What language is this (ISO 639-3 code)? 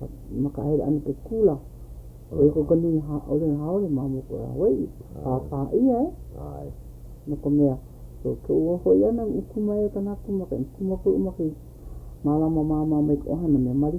haw